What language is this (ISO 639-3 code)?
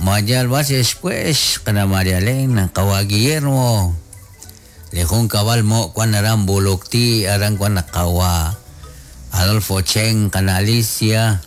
kek